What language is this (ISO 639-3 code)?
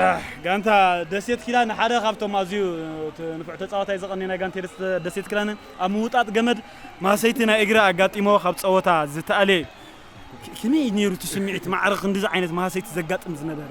tir